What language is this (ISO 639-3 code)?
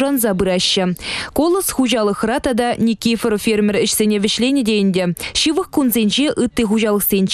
chv